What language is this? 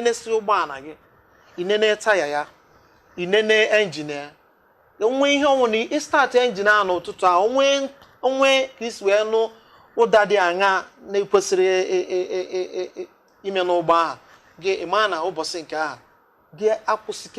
Igbo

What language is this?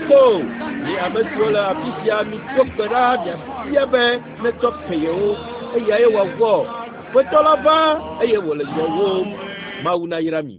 Ewe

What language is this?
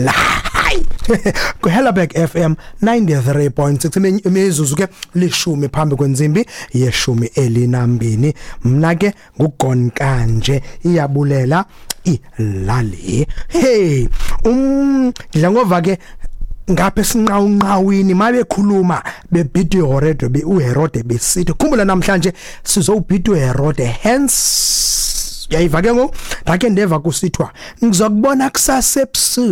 Xhosa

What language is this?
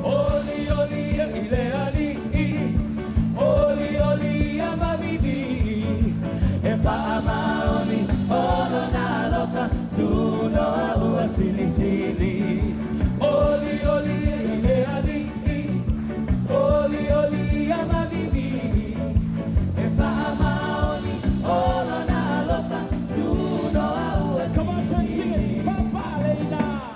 Samoan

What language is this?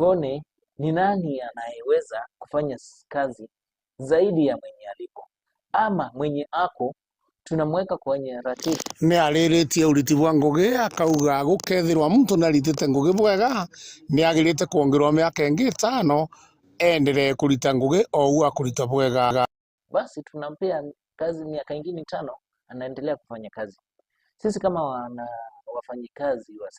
Meru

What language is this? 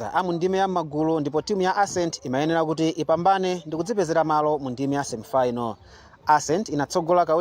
Nyanja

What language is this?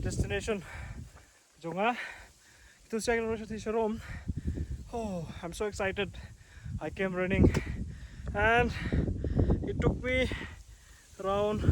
Khasi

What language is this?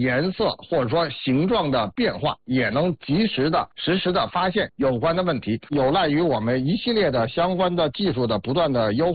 Chinese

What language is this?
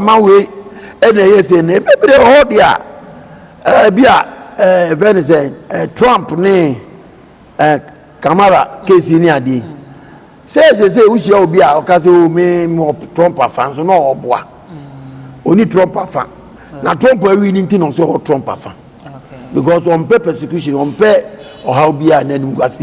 Akan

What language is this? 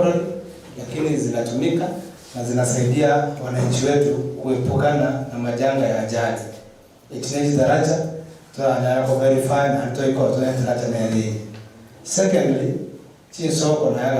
Gusii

